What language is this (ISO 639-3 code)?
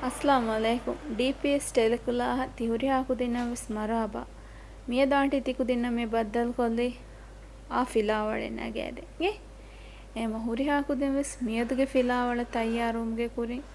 div